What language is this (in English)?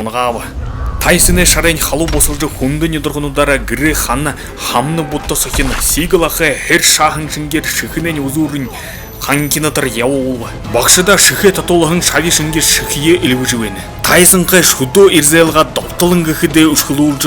Buriat